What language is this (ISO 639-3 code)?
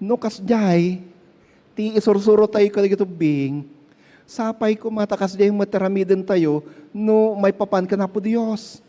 ilo